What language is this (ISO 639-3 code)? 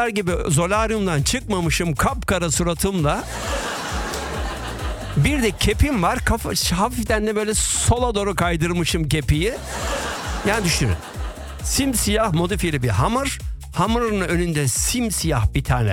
tur